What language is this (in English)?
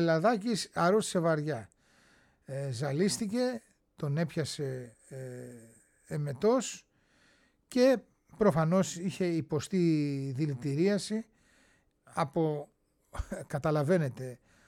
Greek